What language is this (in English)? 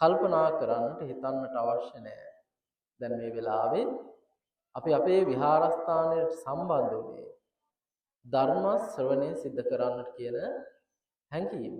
Sinhala